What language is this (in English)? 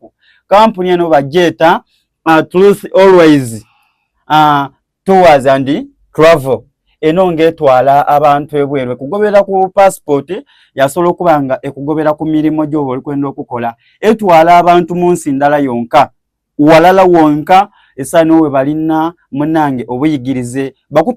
Soga